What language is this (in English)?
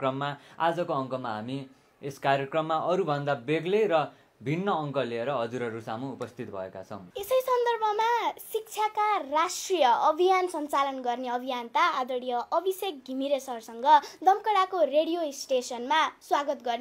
Nepali